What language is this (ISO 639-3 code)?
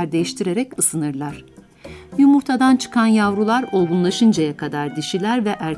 tur